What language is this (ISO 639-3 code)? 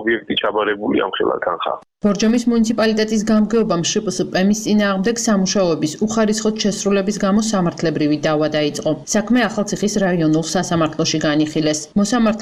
kat